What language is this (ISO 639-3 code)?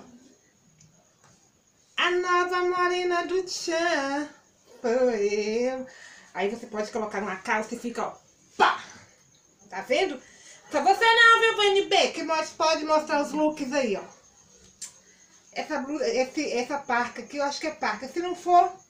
por